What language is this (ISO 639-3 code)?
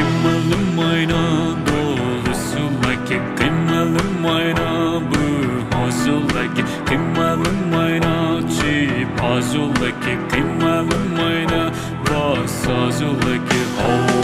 pmx